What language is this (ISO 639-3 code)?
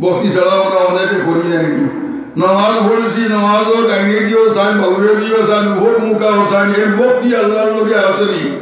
syl